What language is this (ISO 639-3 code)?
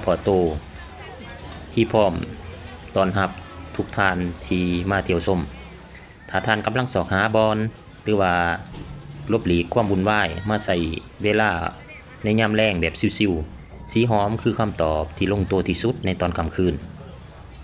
lao